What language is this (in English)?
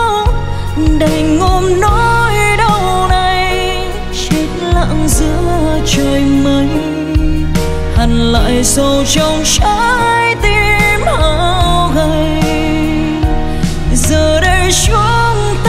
Vietnamese